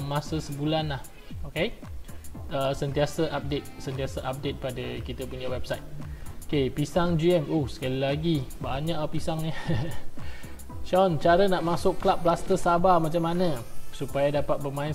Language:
Malay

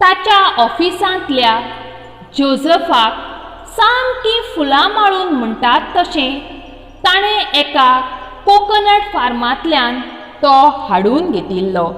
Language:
Konkani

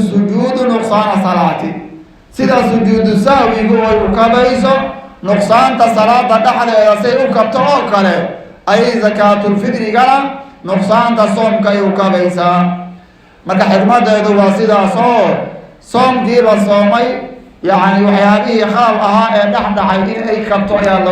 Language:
Somali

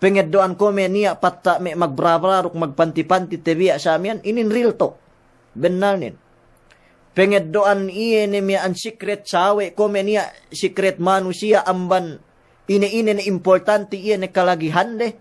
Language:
Yakan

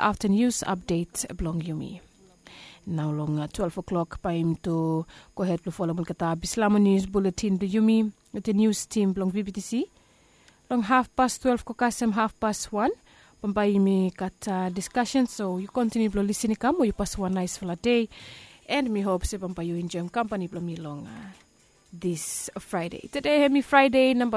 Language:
Bislama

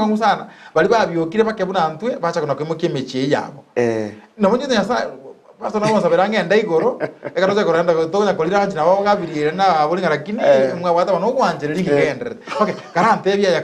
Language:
Gusii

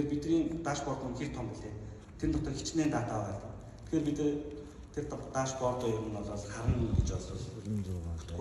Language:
Mongolian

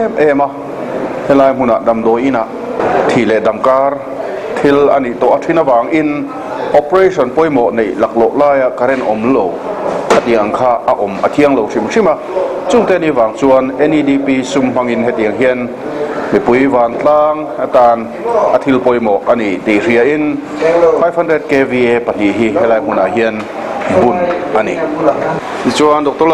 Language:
Mizo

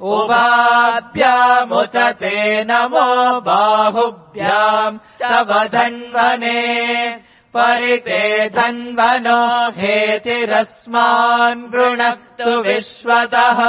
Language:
Sanskrit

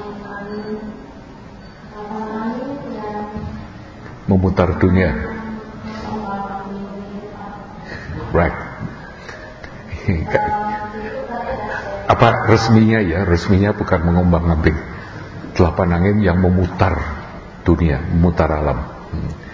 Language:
Indonesian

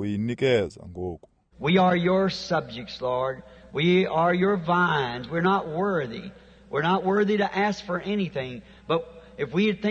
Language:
Xhosa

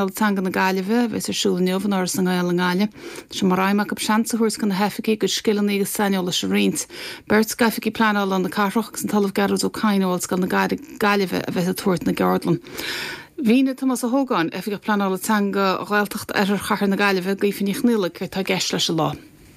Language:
Irish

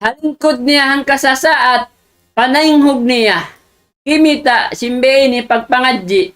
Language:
Tausug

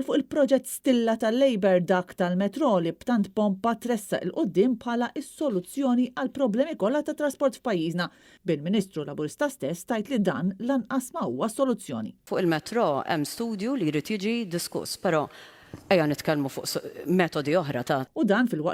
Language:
Maltese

